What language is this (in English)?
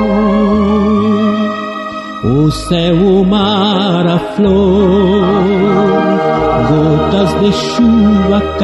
Portuguese